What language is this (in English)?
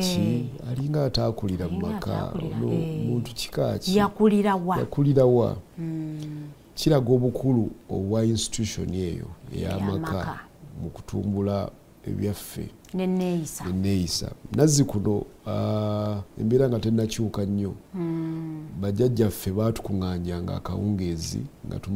Ganda